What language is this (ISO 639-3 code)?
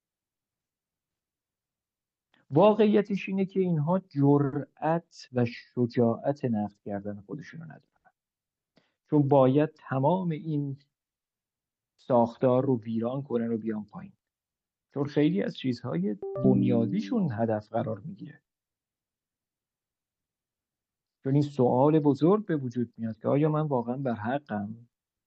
fas